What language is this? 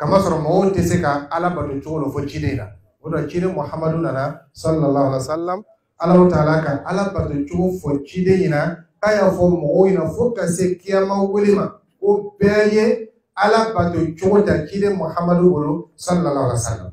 Dyula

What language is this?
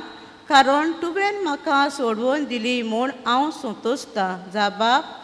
Konkani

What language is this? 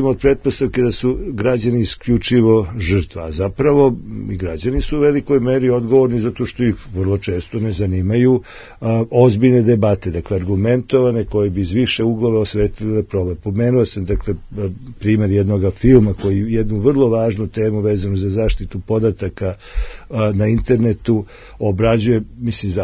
Serbian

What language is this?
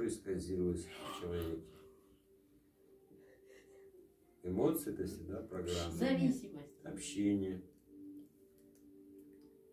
Russian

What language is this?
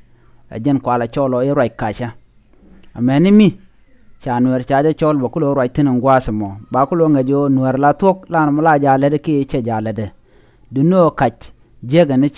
Nuer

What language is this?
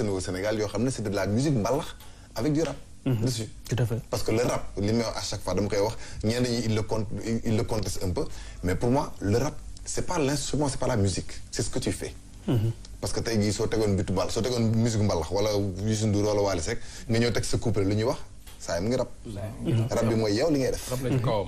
Wolof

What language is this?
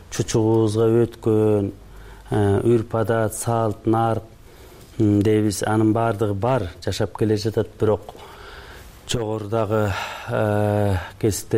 Kyrgyz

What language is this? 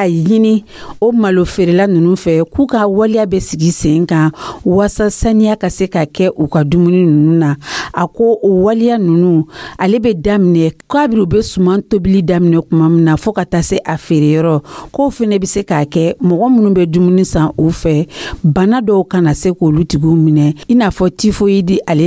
Dyula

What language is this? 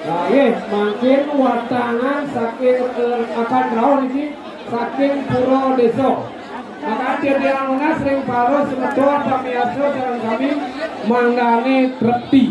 Balinese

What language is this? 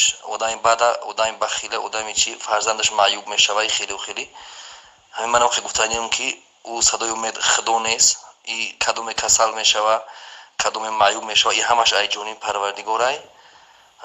Tajik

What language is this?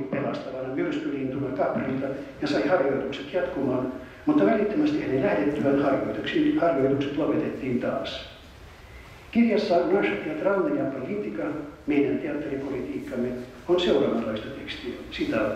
Finnish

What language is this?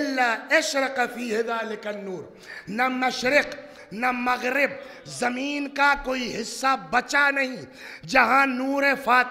Urdu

